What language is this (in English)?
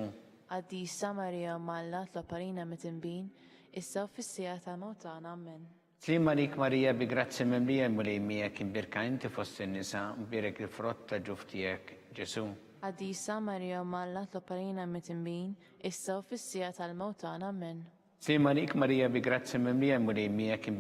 Maltese